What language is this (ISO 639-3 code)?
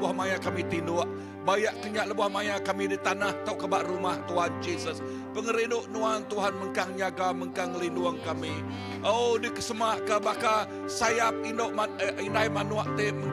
iba